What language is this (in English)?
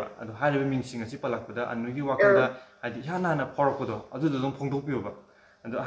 Manipuri